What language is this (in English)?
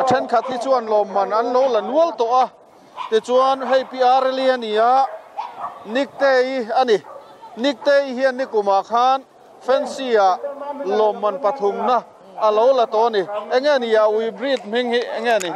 Mizo